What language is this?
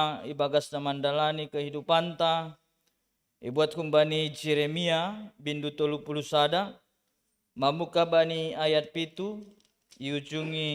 Batak Simalungun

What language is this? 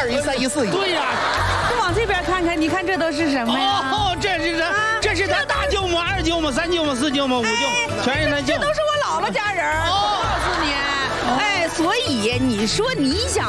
Chinese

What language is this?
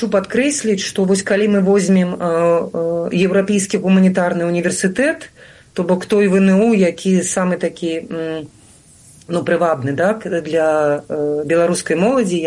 Belarusian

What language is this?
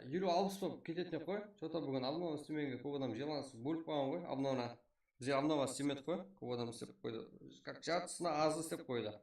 Kara-Kalpak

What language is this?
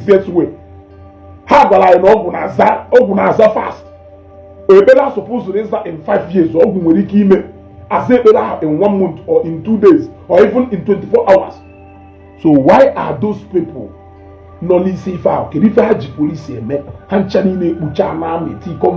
Igbo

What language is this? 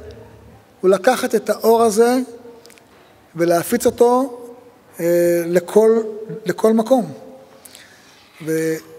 Hebrew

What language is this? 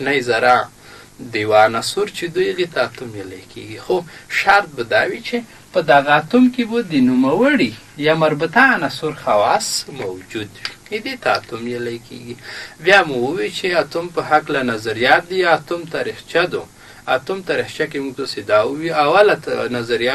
Pashto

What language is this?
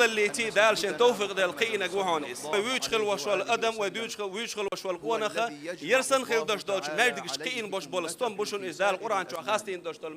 Chechen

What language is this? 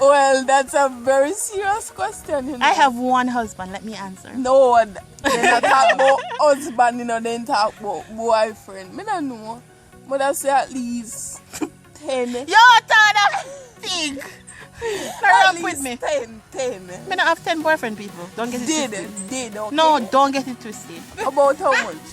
Jamaican Creole English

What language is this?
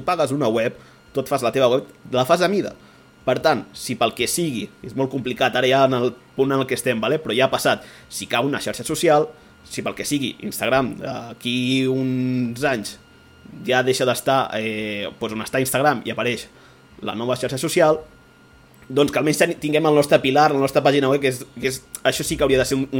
Catalan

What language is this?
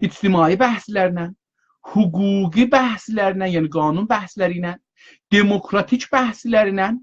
South Azerbaijani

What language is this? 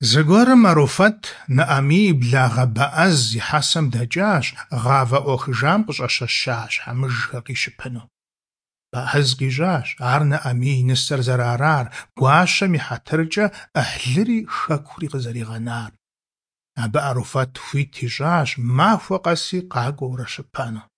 Kabardian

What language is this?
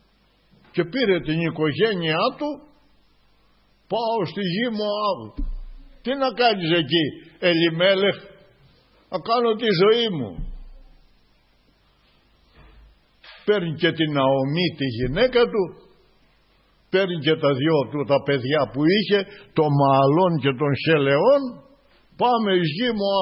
Greek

